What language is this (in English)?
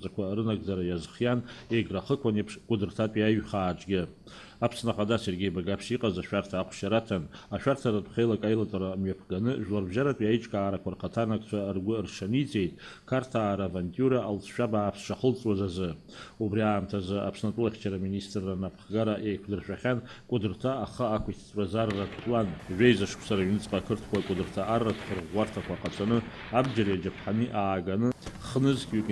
Abkhazian